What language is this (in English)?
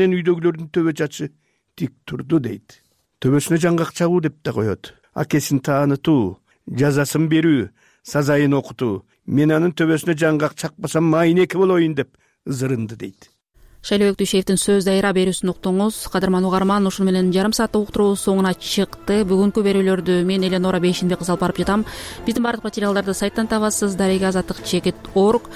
Kyrgyz